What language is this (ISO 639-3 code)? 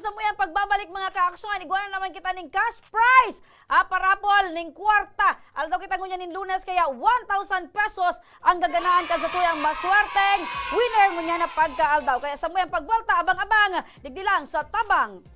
bik